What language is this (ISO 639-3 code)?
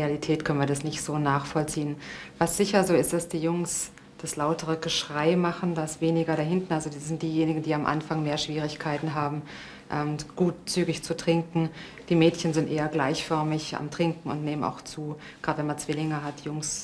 gsw